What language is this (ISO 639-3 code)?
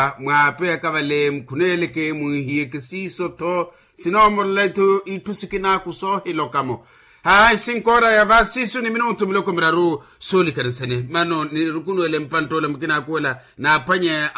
vmw